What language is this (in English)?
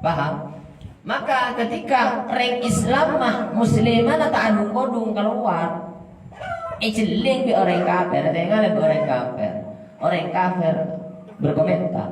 Madurese